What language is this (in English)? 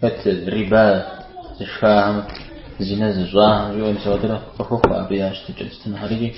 Kabardian